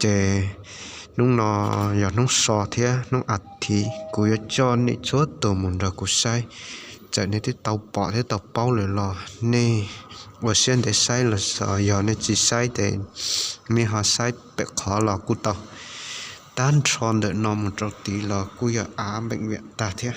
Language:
Hmong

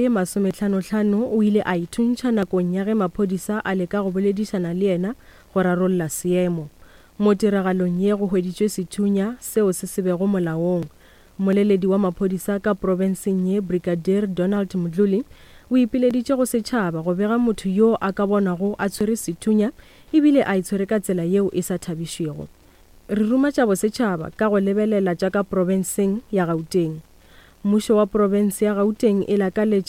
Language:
Northern Sotho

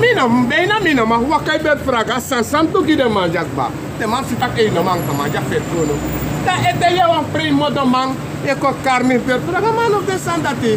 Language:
Sranan Tongo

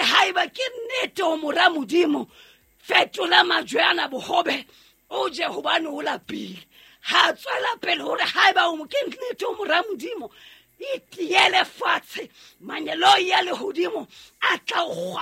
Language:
Southern Sotho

